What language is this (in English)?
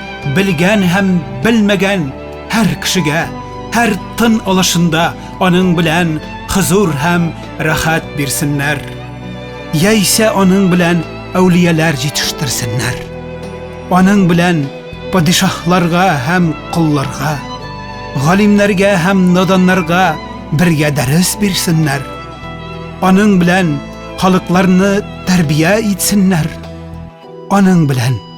Tatar